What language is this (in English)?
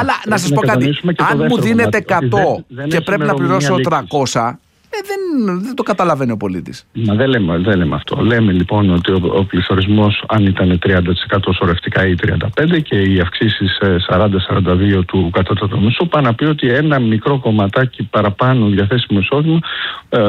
Greek